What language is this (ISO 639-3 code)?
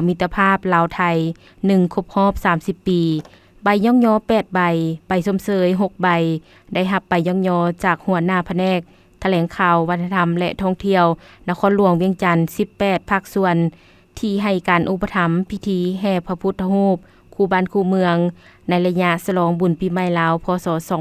lao